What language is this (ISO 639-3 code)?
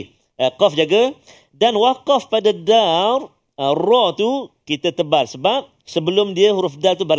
msa